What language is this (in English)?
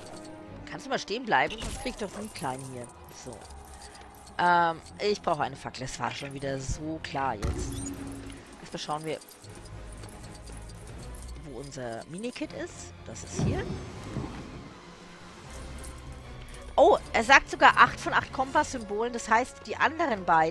German